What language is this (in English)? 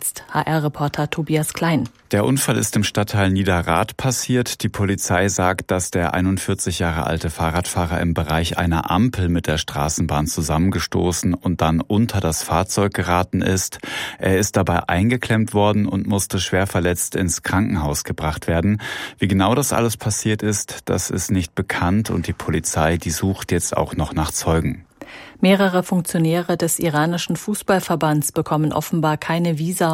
German